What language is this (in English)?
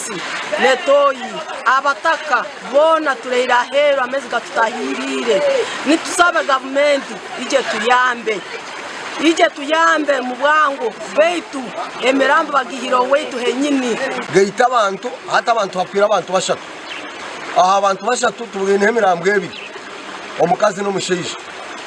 Nyankole